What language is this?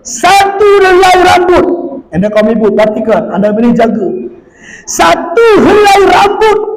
Batak Alas-Kluet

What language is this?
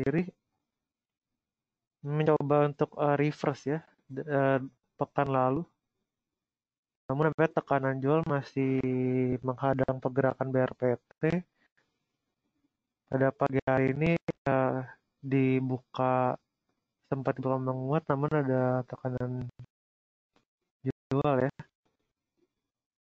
Indonesian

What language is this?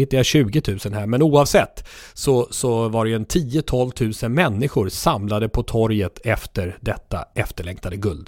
Swedish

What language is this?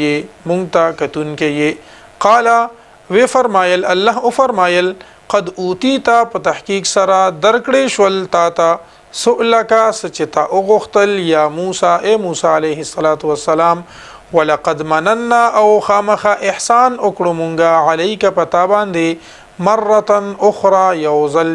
Pashto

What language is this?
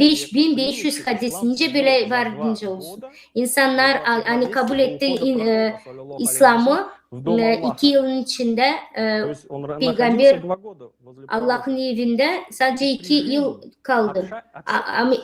Gagauz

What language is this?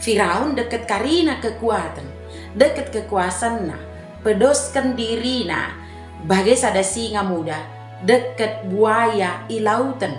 Batak Dairi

